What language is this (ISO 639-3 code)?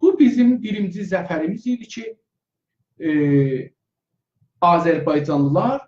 azb